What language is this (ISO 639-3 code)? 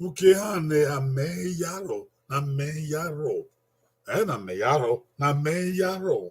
bin